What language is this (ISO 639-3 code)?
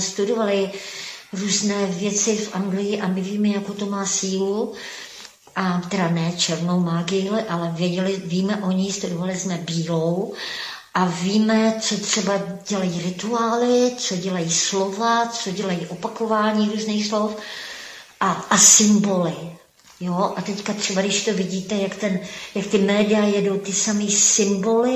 ces